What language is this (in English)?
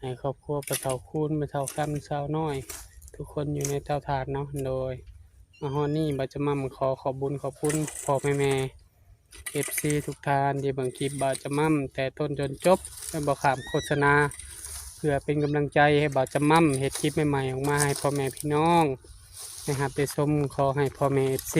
Northeastern Thai